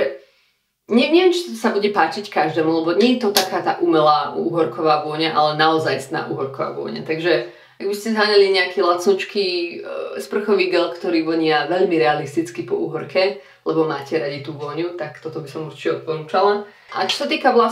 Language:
Slovak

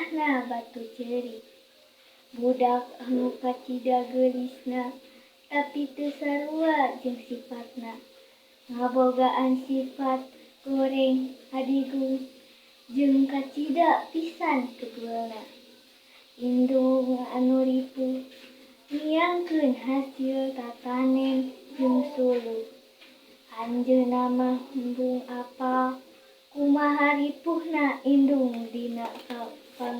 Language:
Sundanese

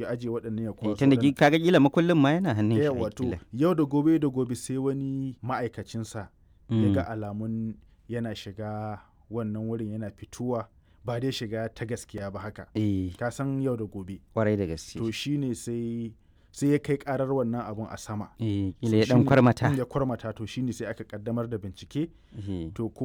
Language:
Hausa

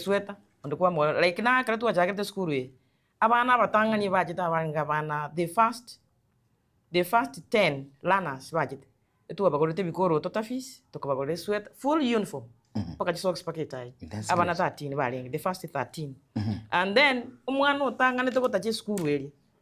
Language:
Gusii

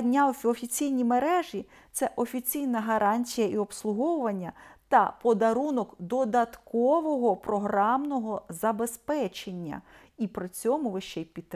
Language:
Ukrainian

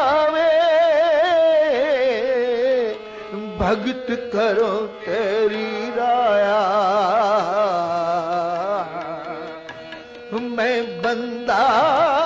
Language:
Punjabi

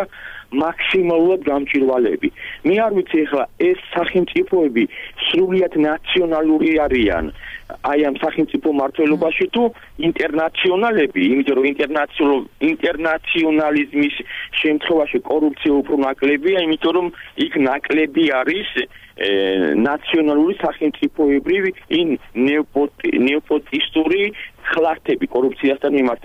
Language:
Georgian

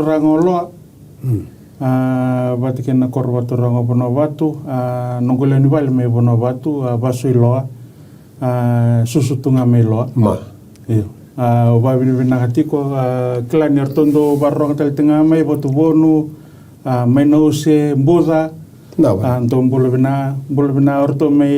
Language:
Fijian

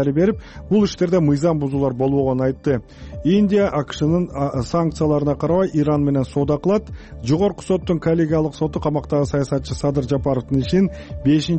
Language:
Kyrgyz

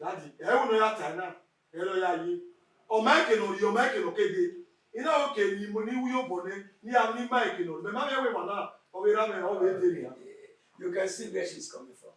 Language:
Bini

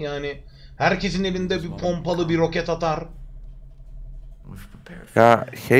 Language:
Turkish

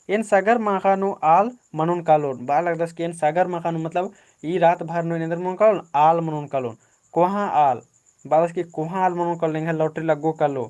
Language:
Kurukh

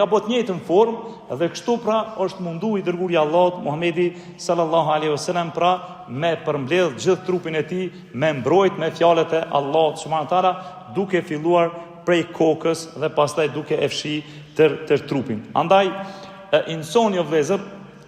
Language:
Albanian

